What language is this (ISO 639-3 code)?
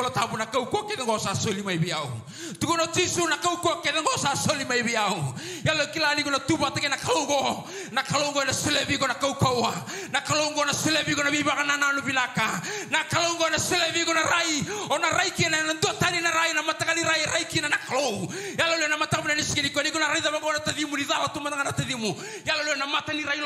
fij